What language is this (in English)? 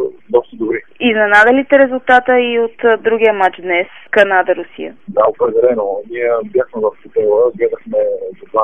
Bulgarian